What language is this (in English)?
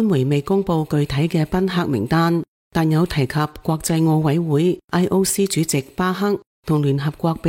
Cantonese